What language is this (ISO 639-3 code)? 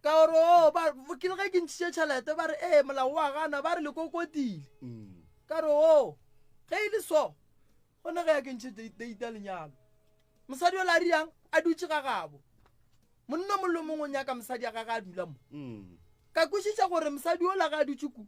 nso